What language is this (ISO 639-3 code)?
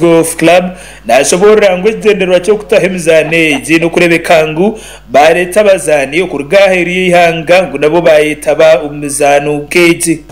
nyn